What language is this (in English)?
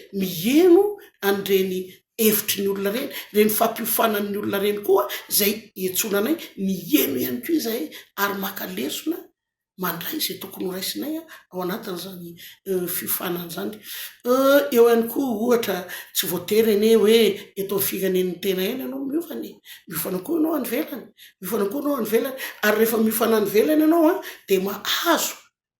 Malagasy